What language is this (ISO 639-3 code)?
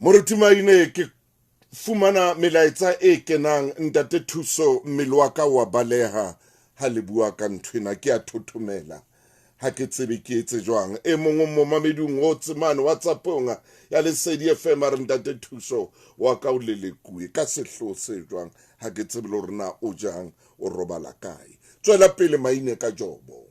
sot